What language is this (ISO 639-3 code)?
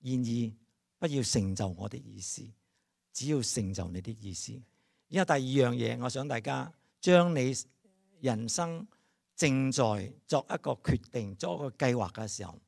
yue